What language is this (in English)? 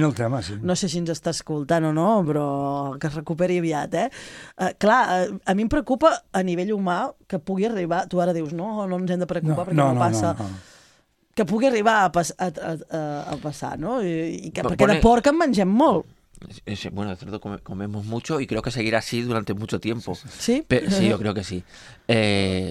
Catalan